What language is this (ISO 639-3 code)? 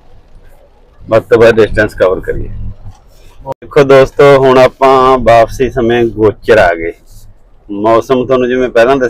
pan